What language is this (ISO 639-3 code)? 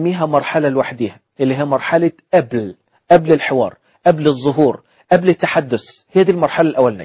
arz